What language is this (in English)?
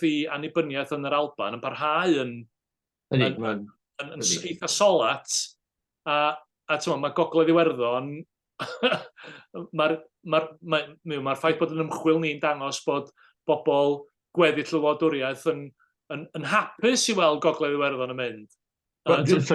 Welsh